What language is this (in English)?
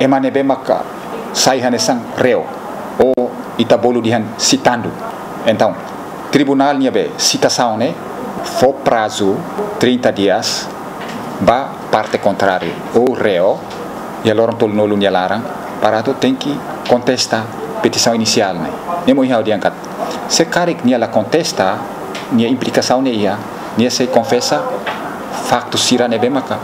Tetum